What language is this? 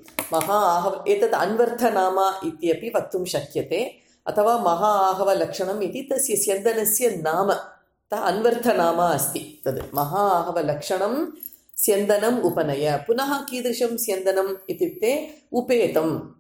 Sanskrit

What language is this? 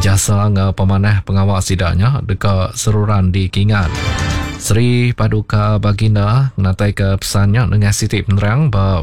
Iban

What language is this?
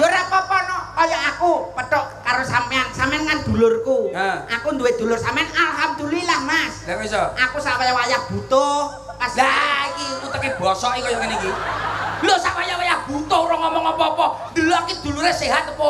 Javanese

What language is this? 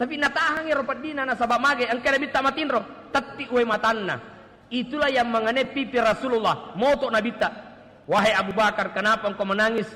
Buginese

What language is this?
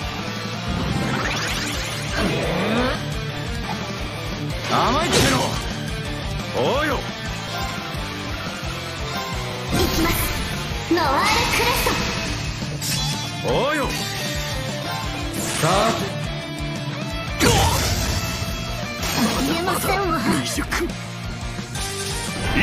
Japanese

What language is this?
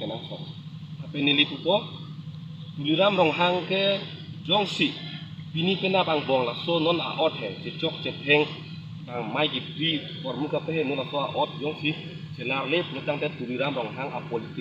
Karbi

